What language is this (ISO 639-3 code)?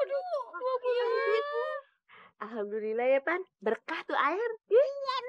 bew